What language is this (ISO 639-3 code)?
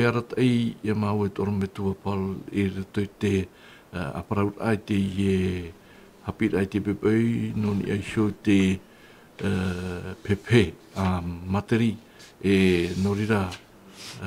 tah